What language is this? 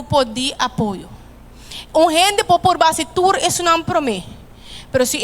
Papiamento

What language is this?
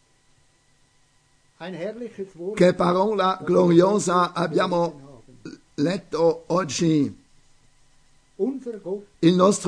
Italian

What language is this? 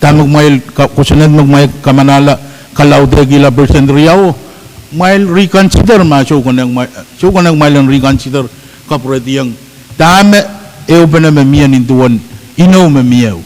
Pohnpeian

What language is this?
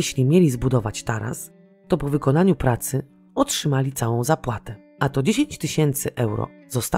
Polish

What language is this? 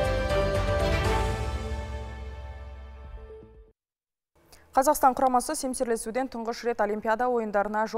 Kazakh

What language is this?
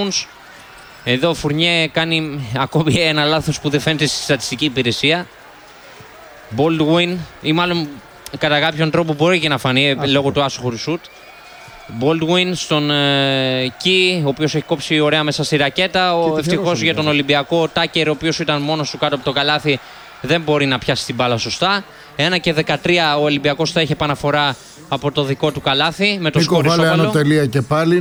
Greek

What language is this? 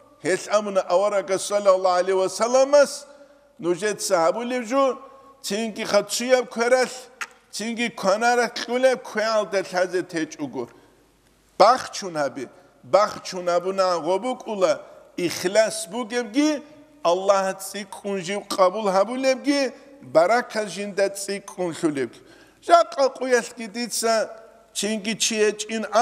Avaric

